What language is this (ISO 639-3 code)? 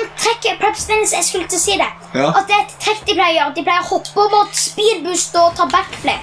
nor